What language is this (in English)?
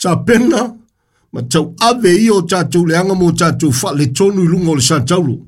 Samoan